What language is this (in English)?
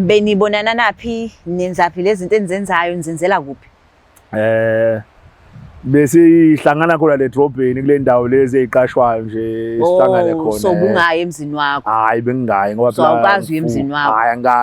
Zulu